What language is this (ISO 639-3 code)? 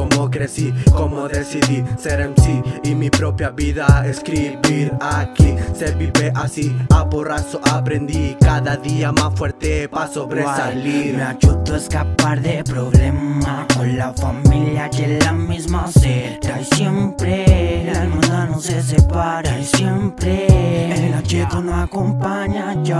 spa